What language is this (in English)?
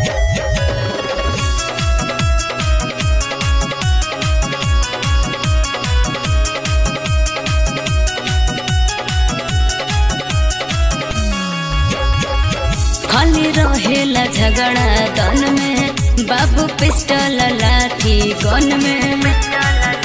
Bhojpuri